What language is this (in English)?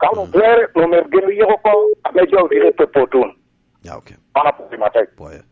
Lango (Uganda)